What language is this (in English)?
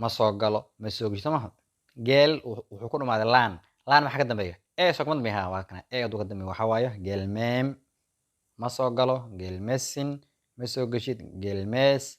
Somali